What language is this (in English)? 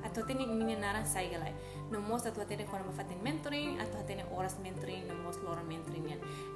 Tetum